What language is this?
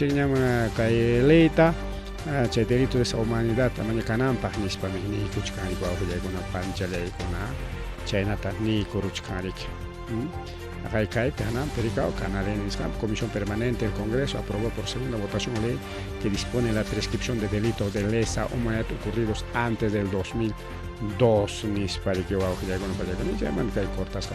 Ayacucho Quechua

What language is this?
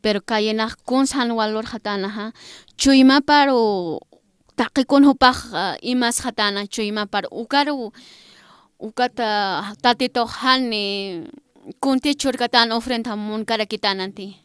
Aymara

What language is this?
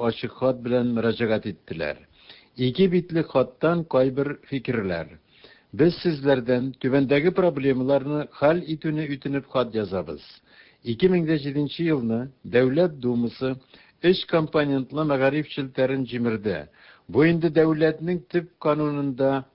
Tatar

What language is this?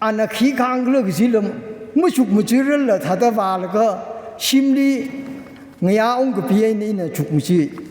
Tangkhul Naga (India)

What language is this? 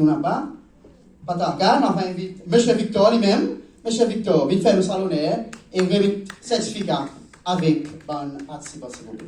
Seselwa Creole French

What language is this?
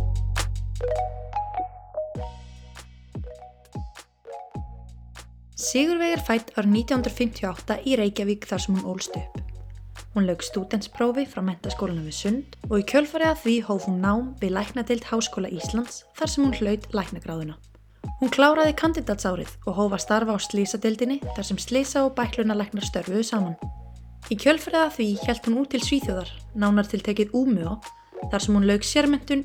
Icelandic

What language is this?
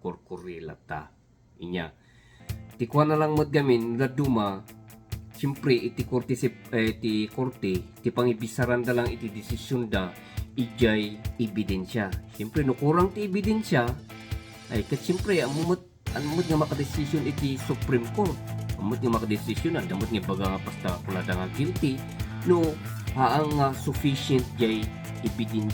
Iloko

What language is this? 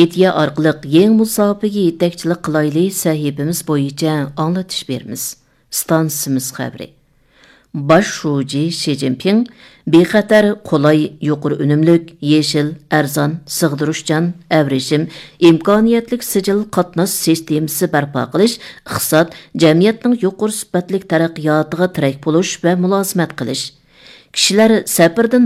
Uyghur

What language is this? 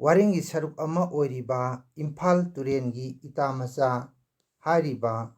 Manipuri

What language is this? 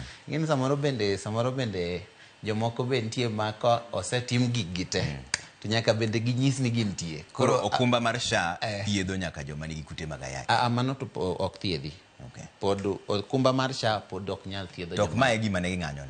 Luo (Kenya and Tanzania)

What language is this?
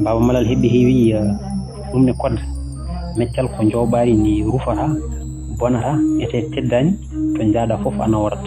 Fula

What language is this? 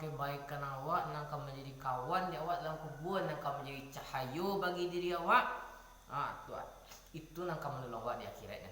Minangkabau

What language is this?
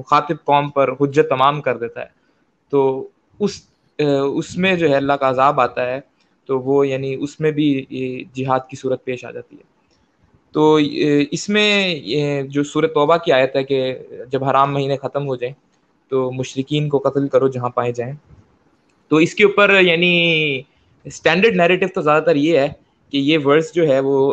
Urdu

